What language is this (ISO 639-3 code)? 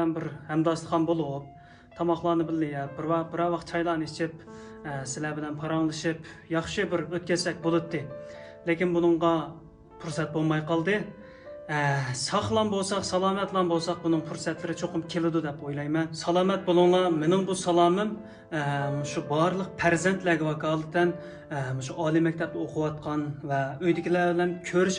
uig